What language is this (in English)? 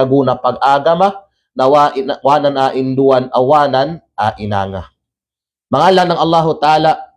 Kalagan